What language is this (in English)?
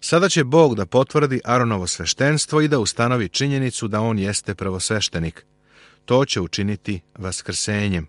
Serbian